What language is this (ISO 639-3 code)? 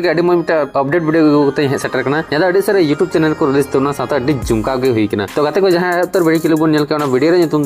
sat